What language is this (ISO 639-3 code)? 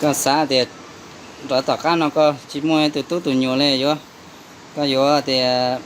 hmn